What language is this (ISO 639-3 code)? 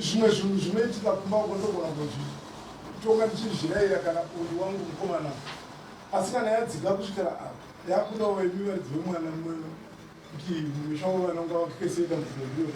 sna